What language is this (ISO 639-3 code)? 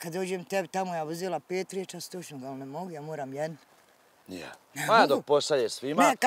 bos